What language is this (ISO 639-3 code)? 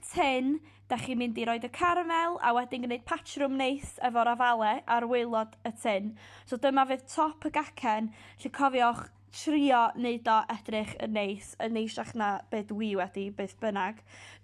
cym